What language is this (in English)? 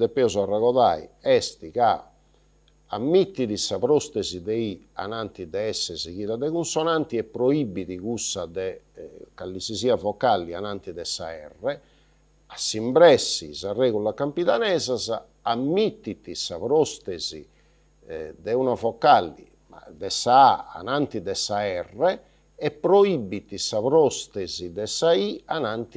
Sardinian